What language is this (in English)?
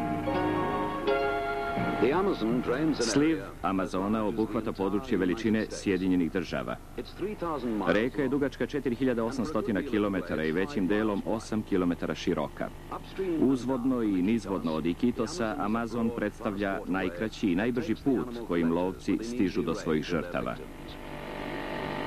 Serbian